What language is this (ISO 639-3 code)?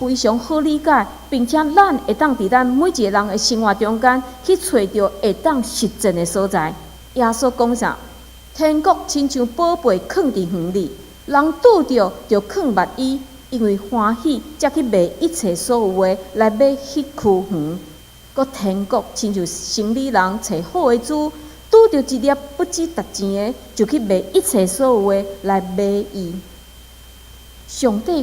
nan